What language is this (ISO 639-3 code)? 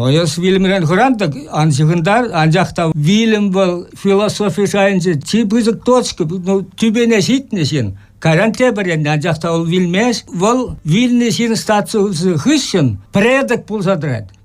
chv